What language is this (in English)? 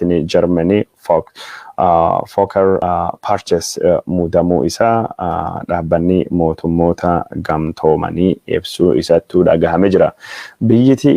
Oromo